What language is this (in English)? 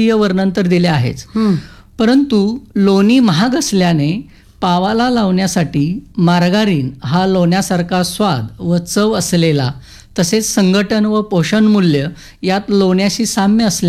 Marathi